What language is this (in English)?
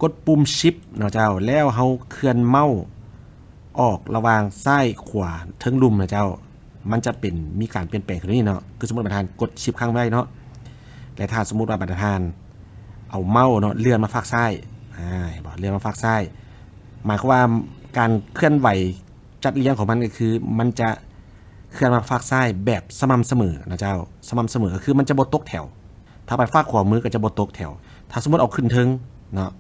Lao